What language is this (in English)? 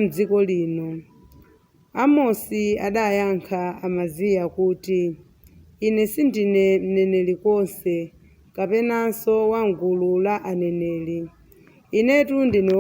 Nyanja